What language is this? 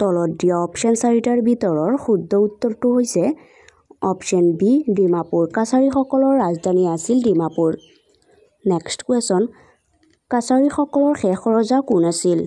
Assamese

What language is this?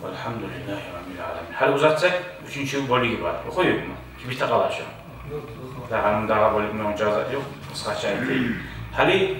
Kumyk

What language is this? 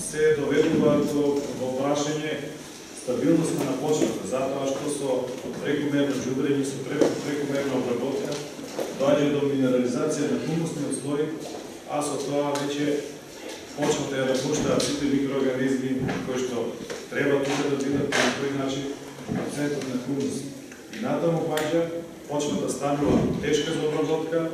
Macedonian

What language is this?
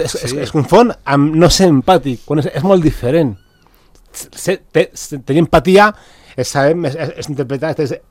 Catalan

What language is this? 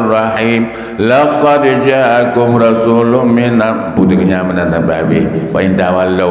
Achinese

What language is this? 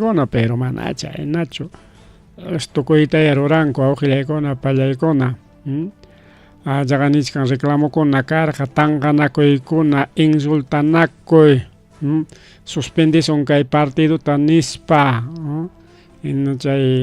Ayacucho Quechua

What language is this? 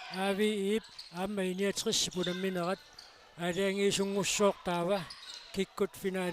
Kalaallisut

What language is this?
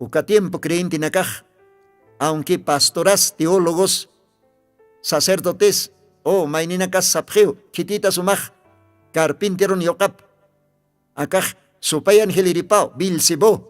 Aymara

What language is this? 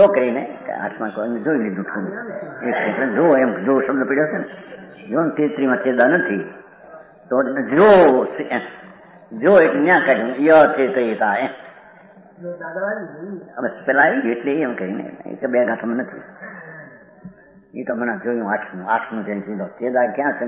Gujarati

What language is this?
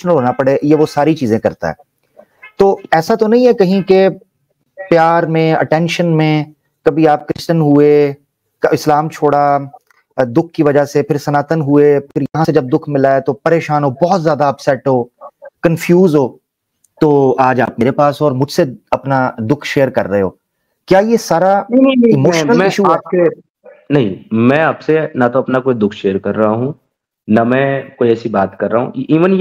Hindi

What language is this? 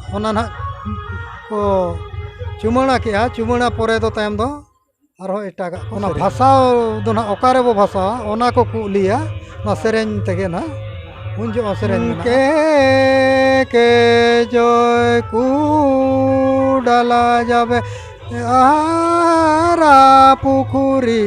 Santali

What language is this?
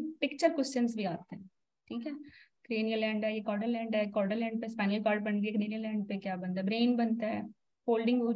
Hindi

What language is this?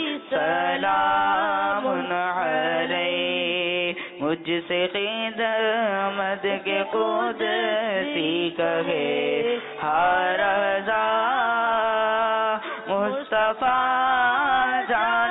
Urdu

